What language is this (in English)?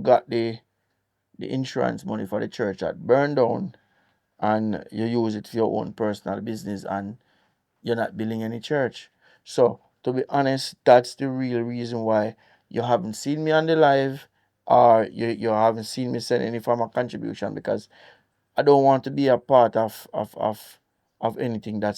Jamaican Creole English